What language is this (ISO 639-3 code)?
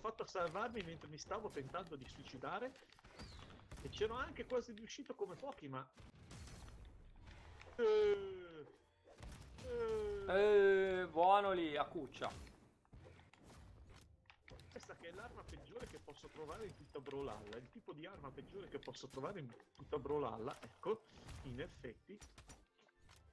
ita